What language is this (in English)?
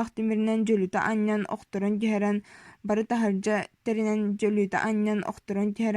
Yakut